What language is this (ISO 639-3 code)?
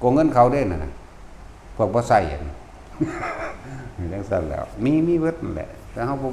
lao